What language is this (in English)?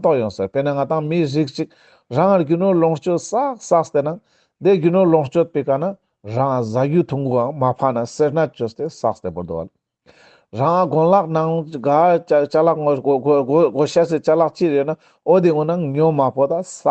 Ladakhi